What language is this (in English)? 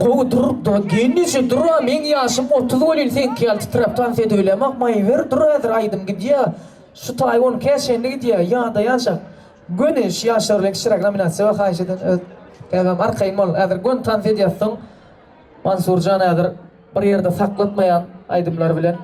Turkmen